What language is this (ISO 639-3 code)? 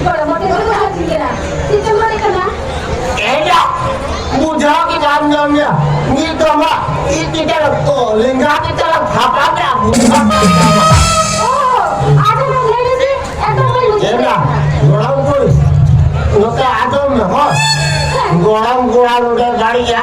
sat